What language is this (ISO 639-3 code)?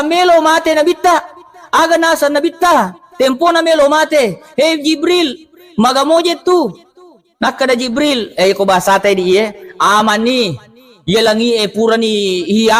bug